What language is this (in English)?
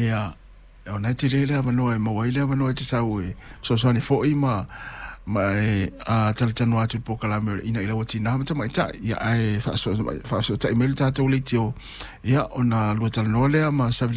Samoan